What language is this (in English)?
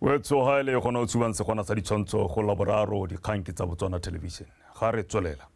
Tswana